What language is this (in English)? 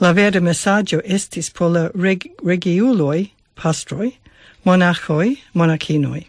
Esperanto